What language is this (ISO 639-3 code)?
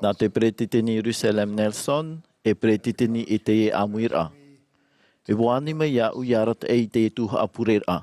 tah